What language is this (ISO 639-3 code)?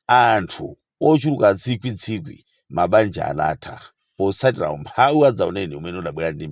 nya